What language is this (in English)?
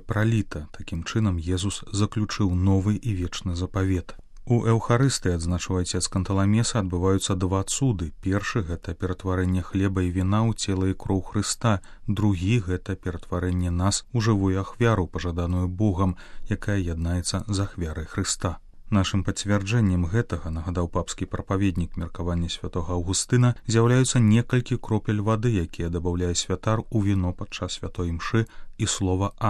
Belarusian